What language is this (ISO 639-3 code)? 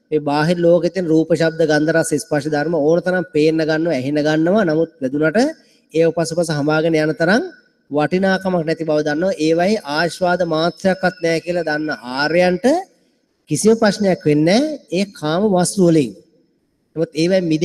sin